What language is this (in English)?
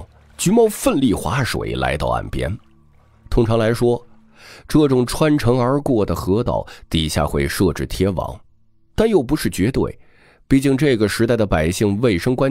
Chinese